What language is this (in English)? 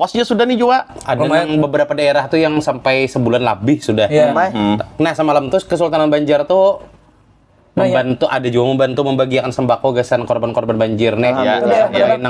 Banjar